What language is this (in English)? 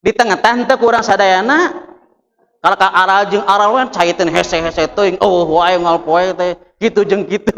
Sundanese